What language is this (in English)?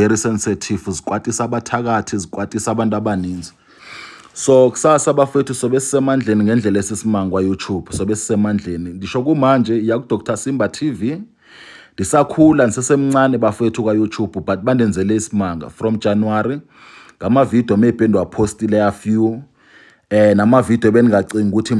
Zulu